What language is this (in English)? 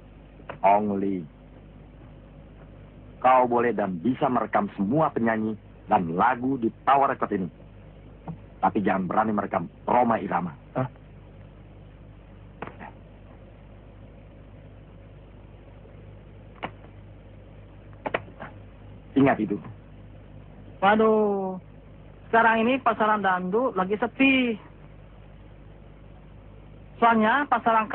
Indonesian